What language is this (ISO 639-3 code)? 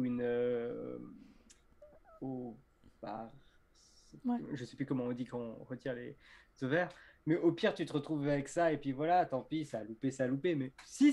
fra